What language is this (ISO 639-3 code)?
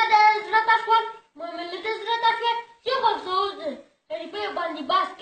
pus